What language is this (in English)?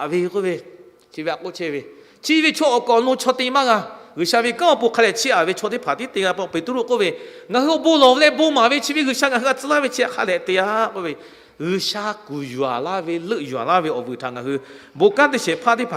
Lahu